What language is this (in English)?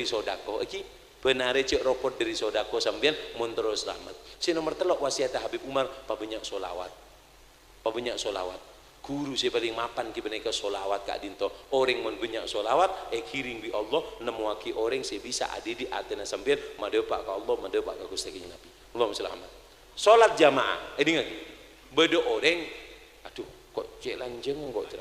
Madurese